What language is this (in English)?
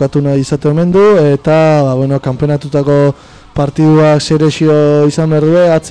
Basque